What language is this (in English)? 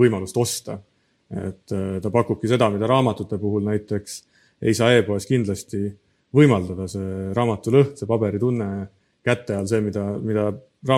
Estonian